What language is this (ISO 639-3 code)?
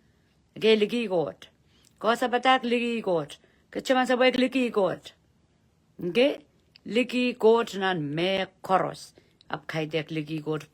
pon